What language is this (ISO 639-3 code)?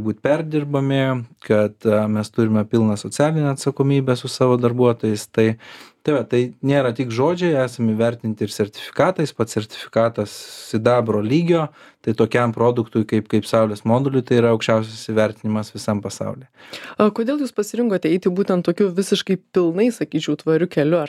lit